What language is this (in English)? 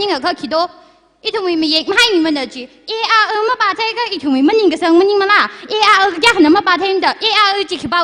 Tangkhul Naga (India)